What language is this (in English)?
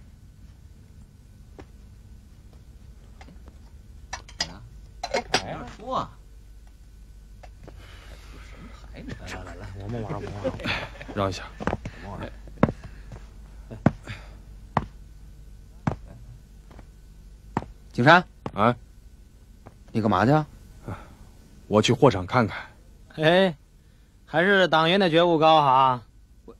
Chinese